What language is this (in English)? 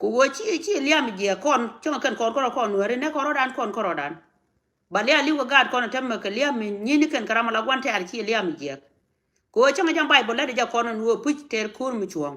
Nuer